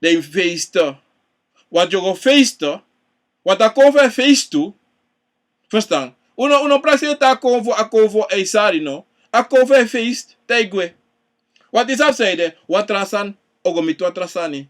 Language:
Sranan Tongo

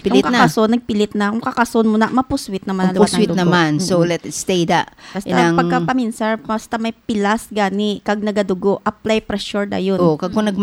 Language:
Hiligaynon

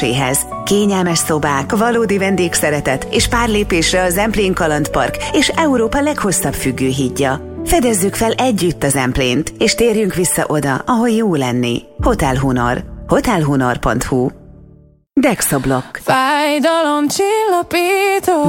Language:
Hungarian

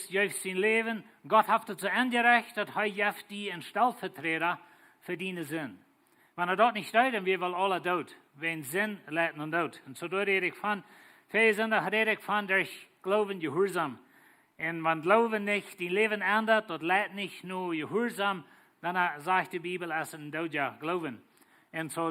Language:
Plautdietsch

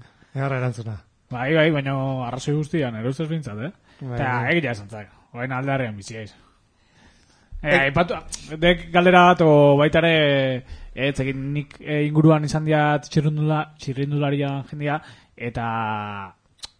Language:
Basque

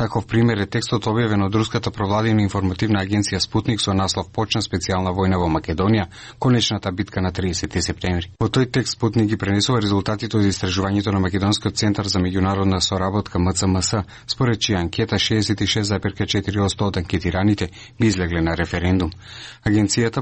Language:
Macedonian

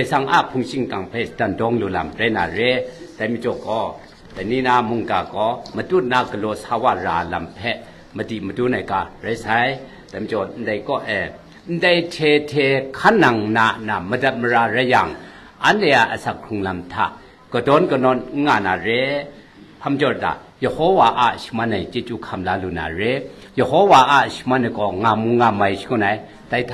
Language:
Kachin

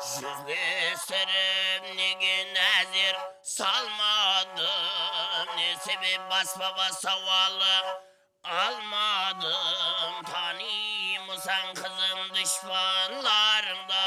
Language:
Kara-Kalpak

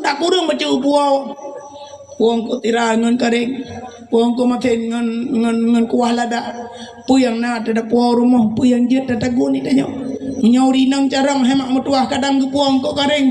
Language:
Achinese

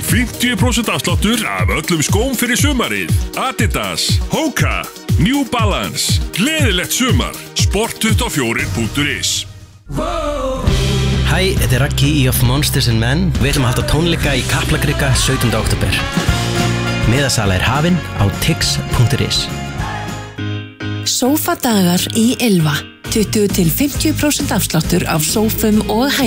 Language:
Icelandic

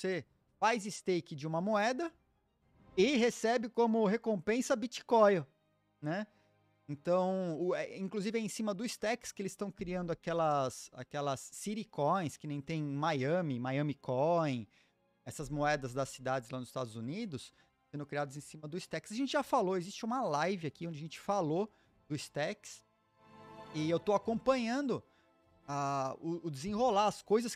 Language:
Portuguese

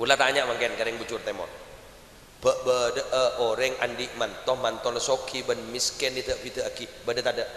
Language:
Madurese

